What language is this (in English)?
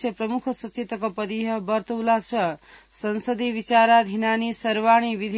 Sanskrit